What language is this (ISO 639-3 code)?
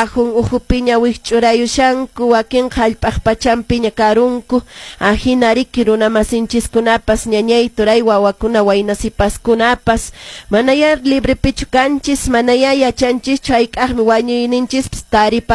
que